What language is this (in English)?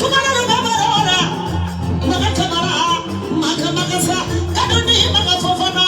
Bambara